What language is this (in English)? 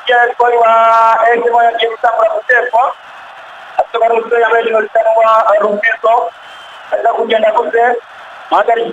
Rundi